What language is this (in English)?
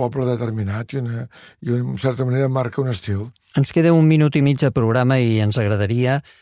Catalan